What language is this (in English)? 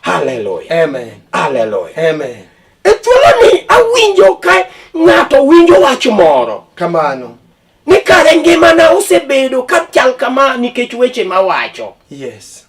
Luo (Kenya and Tanzania)